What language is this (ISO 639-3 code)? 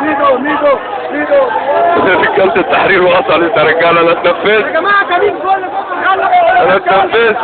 arz